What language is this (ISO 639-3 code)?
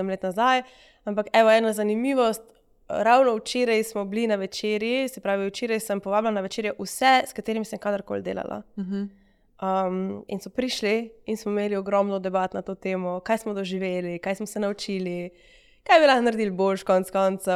slv